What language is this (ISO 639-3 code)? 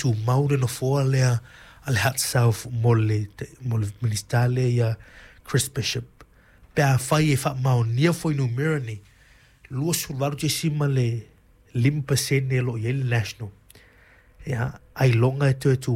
smo